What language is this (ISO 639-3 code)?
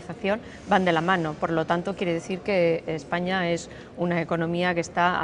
spa